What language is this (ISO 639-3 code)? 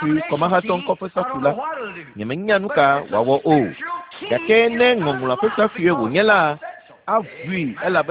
ewe